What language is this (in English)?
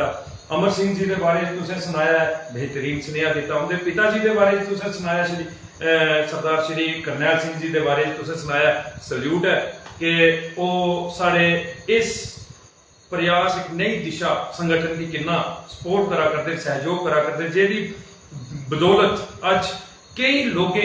Dogri